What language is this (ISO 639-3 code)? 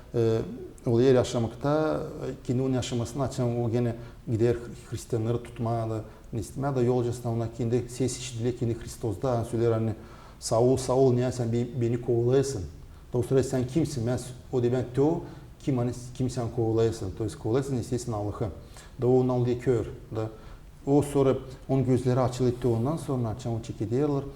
gag